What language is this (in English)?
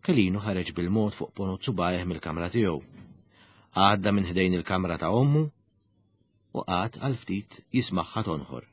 Maltese